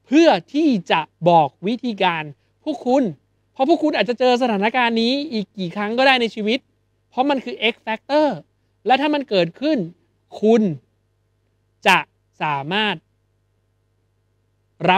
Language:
Thai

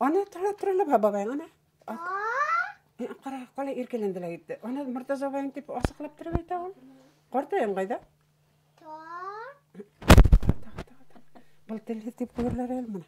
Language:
Bashkir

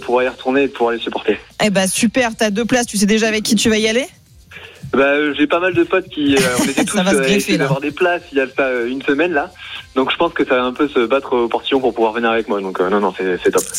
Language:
French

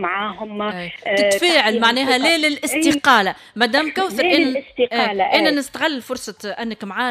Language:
Tunisian Arabic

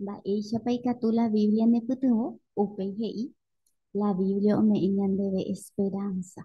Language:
Guarani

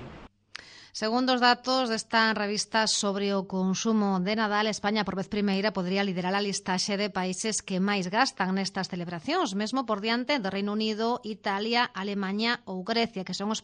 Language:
Galician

